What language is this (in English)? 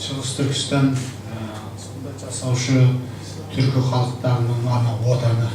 Kazakh